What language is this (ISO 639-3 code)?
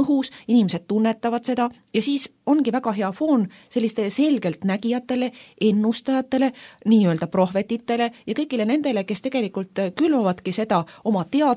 est